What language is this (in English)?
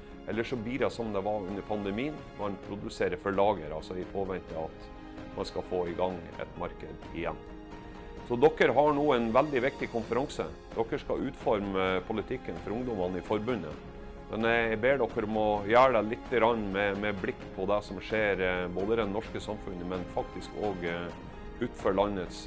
Norwegian